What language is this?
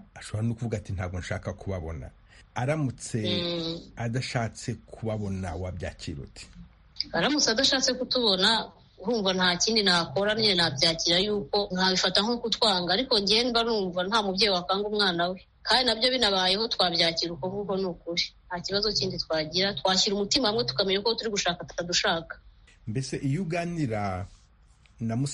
Kinyarwanda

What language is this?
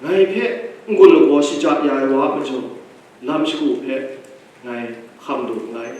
Kachin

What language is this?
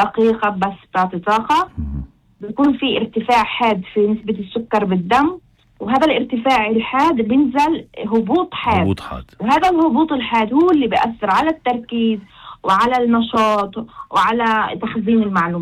North Levantine Arabic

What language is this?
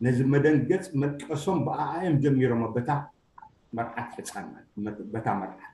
Tigrinya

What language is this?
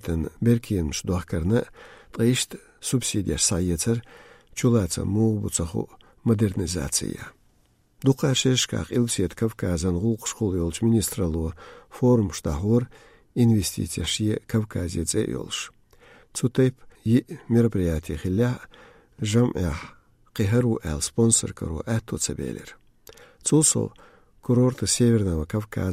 Chechen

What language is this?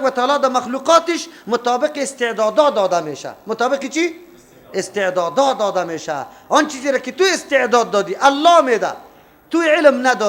Persian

